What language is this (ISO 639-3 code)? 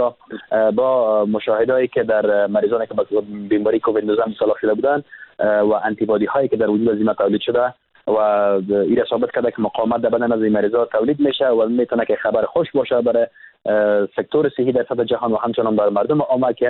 fas